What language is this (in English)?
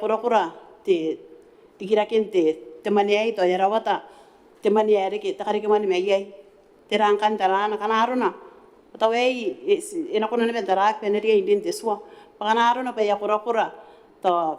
Gilbertese